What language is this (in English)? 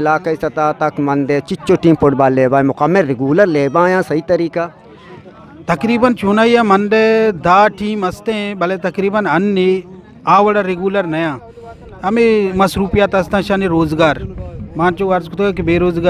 Eastern Balochi